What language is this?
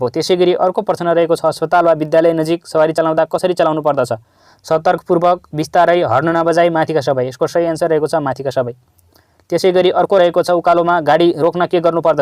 Nepali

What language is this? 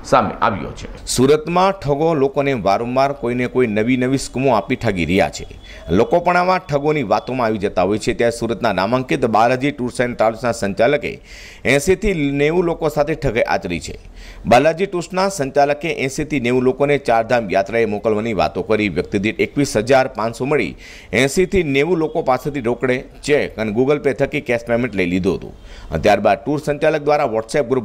Gujarati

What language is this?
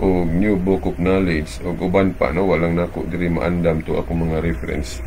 Cebuano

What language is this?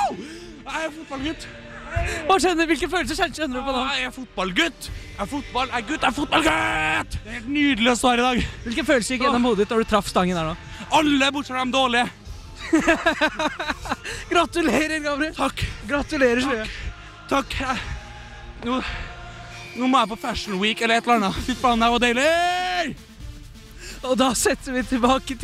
Norwegian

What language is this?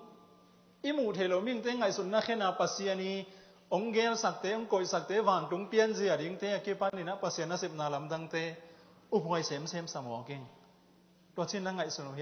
Tedim Chin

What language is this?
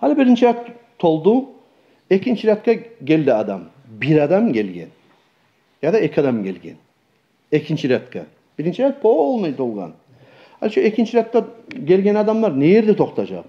Kumyk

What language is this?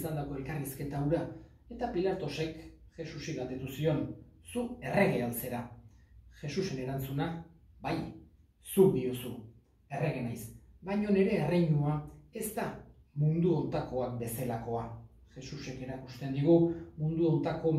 Basque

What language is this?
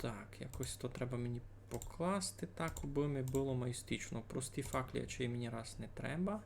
Rusyn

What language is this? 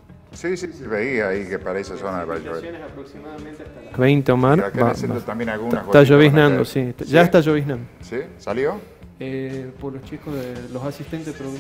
Spanish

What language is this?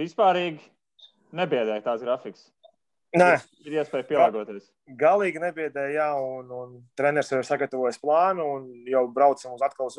Latvian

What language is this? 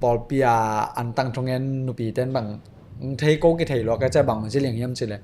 Tedim Chin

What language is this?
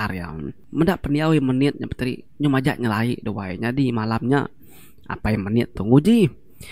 Iban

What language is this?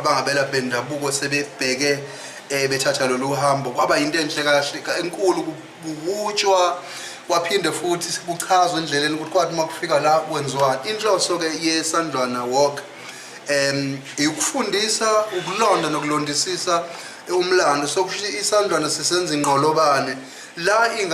Zulu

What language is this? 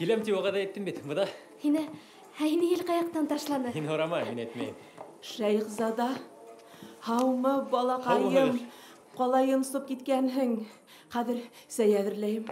Bashkir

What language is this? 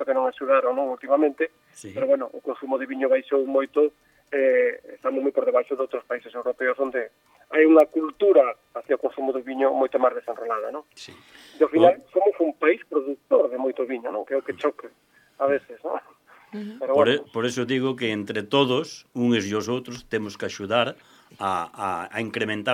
Galician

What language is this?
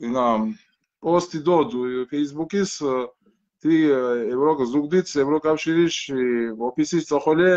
Mingrelian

